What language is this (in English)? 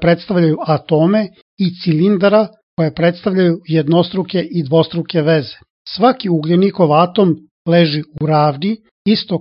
Serbian